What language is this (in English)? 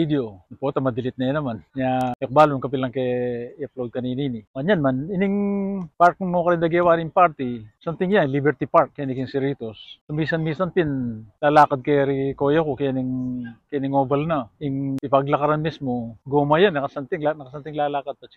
Pampanga